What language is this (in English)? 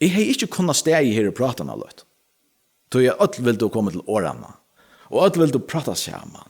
Faroese